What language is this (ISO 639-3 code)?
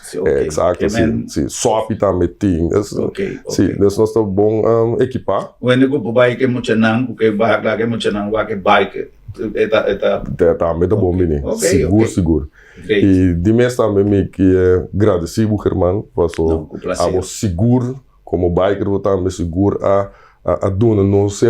pap